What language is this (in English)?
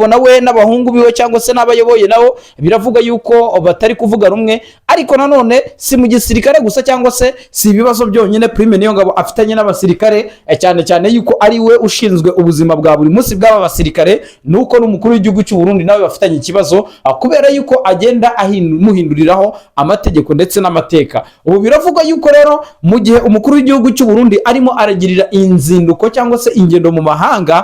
Kinyarwanda